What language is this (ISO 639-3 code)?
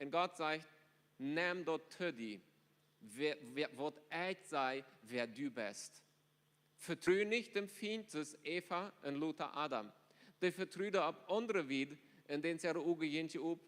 pdt